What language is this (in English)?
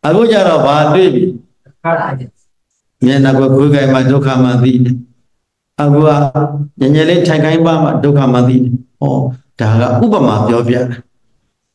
Burmese